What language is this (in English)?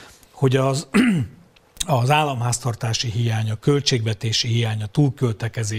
Hungarian